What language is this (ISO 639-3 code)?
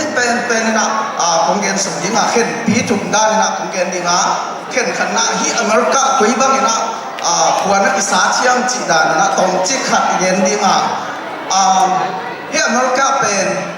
ctd